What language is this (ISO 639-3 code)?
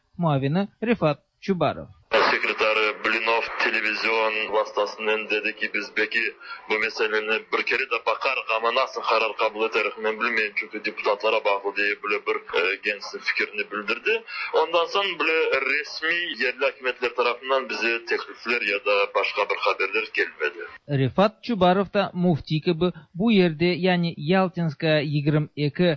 tat